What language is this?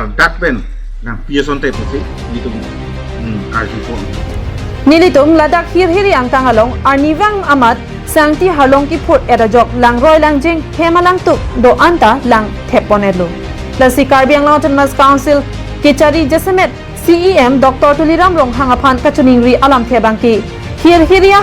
Karbi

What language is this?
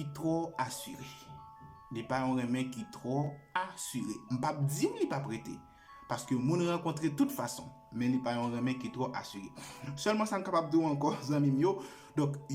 Haitian Creole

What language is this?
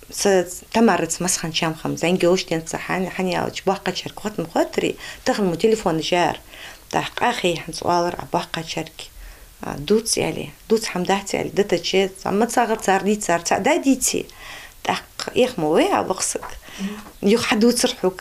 Ingush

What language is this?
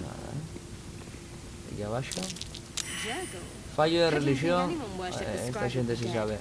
Asturian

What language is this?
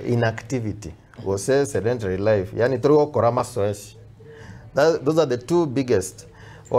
Gusii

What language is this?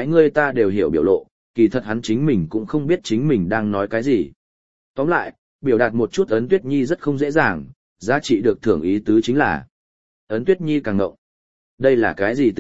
Vietnamese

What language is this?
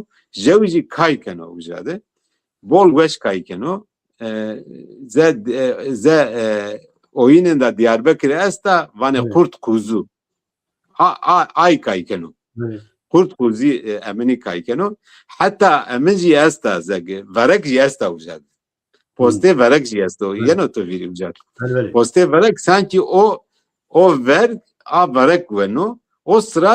Zaza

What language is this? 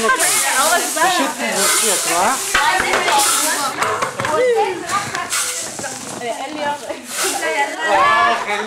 Hebrew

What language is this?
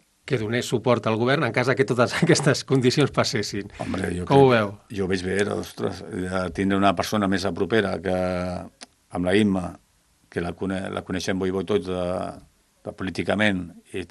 Catalan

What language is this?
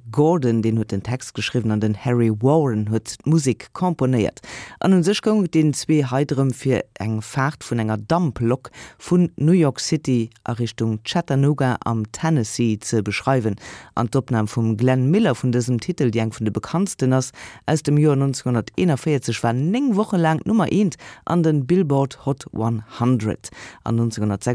Luxembourgish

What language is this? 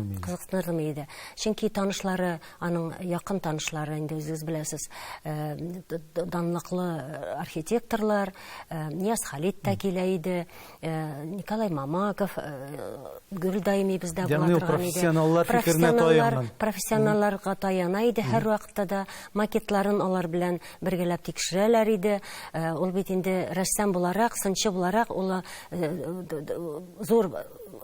Tatar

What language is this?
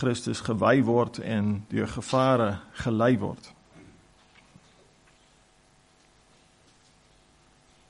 Afrikaans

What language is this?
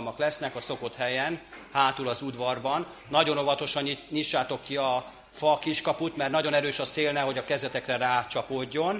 Hungarian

